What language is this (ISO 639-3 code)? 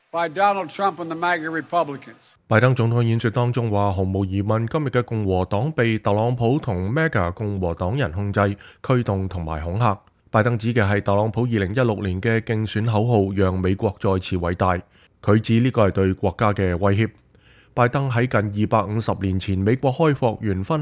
yue